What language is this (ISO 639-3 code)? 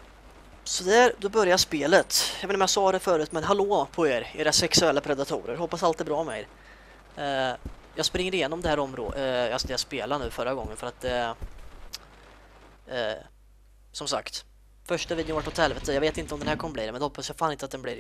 swe